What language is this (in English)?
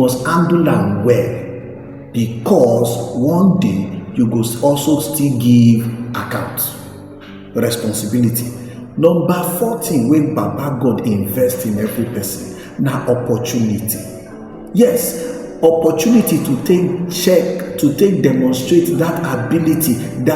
Nigerian Pidgin